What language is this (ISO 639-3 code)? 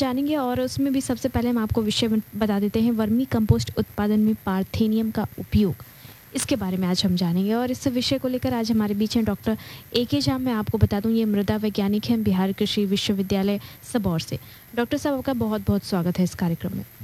hin